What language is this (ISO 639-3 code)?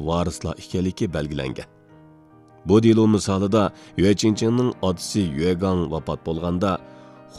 uig